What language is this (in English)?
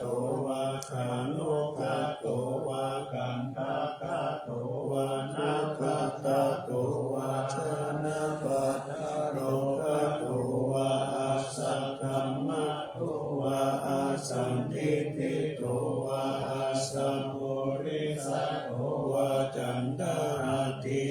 Pali